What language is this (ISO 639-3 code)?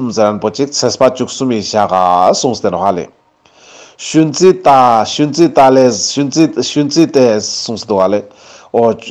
lbj